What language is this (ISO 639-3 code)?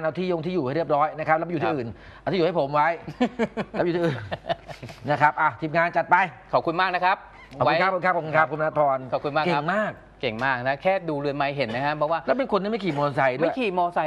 tha